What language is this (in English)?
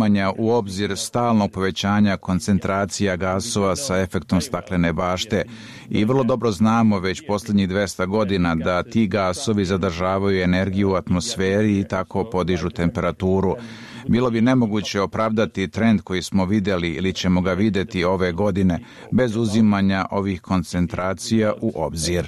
Bosnian